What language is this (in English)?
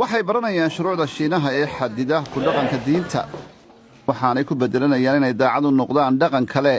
Somali